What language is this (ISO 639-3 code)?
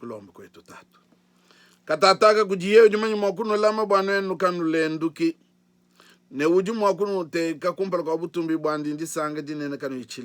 lua